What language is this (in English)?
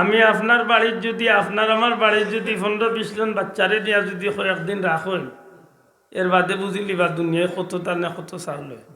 Sylheti